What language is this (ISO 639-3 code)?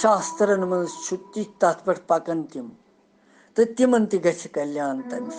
kas